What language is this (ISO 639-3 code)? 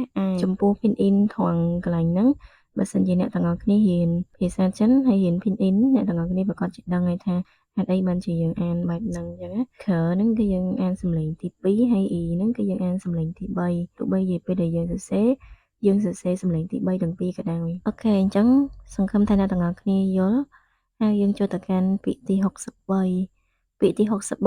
khm